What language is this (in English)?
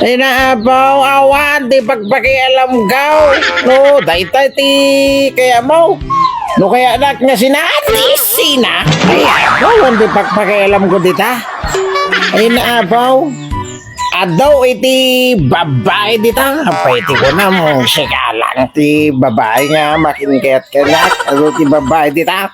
Iloko